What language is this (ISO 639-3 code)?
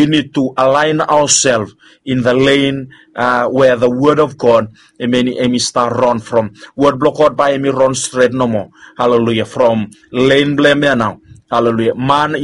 bis